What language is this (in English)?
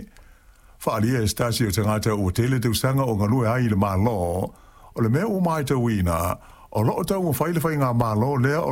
Samoan